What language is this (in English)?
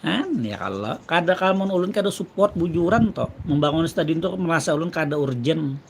Banjar